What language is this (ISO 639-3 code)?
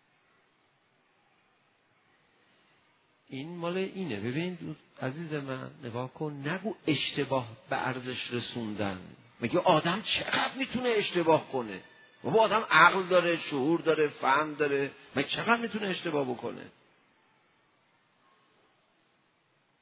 fas